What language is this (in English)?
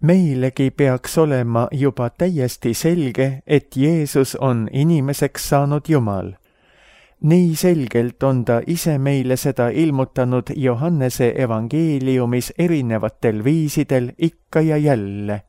Estonian